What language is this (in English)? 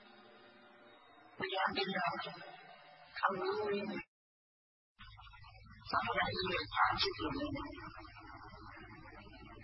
Burmese